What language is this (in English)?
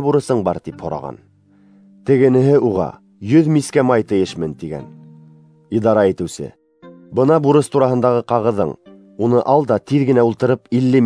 Bashkir